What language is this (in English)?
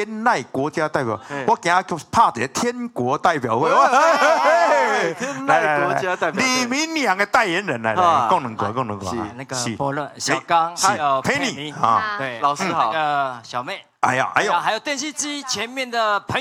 Min Nan Chinese